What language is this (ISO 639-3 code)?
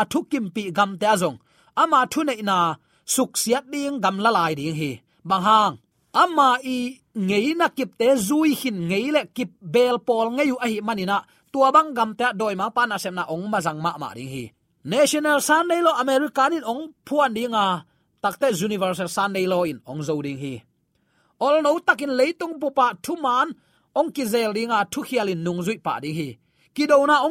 ctd